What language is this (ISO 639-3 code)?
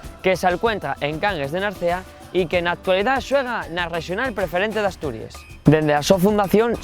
ast